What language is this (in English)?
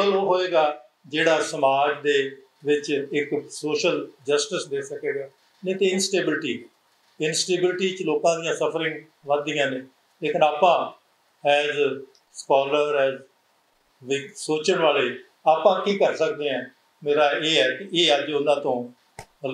Punjabi